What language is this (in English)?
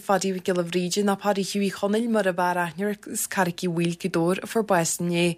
Irish